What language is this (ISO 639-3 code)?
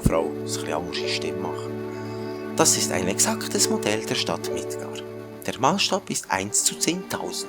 gsw